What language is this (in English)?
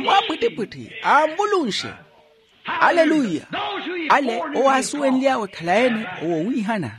Makhuwa